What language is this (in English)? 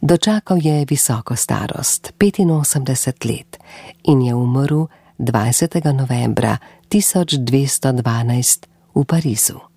Slovenian